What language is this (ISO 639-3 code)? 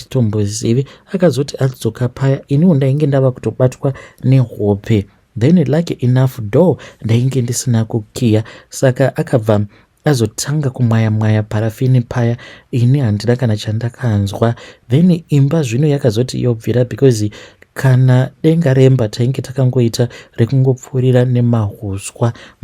sna